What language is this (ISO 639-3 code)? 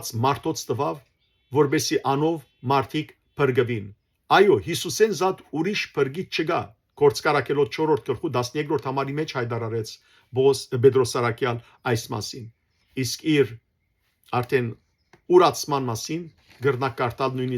hyw